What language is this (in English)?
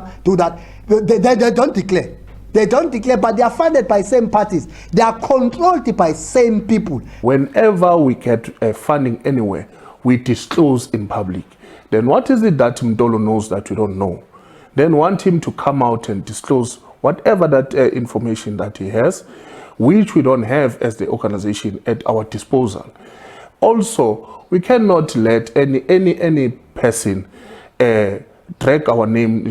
Venda